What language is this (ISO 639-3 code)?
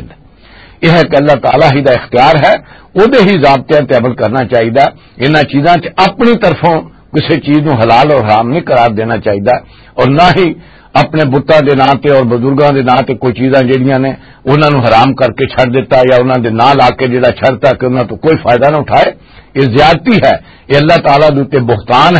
lah